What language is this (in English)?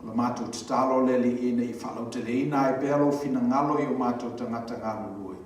Samoan